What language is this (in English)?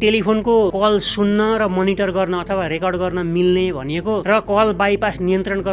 Nepali